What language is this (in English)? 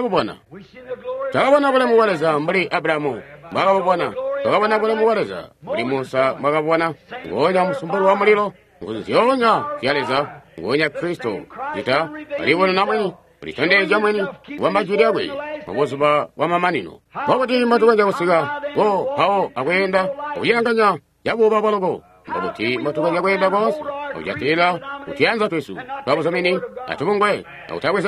Tonga (Zambia)